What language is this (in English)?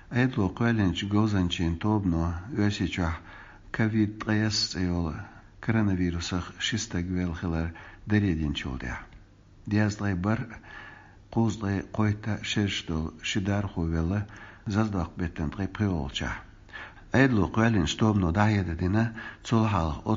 Chechen